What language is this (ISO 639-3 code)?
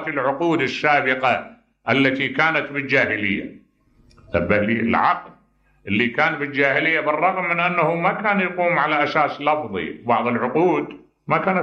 acm